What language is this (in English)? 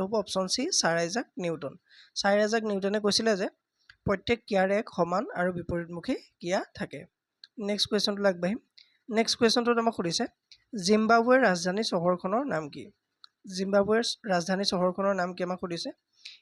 Assamese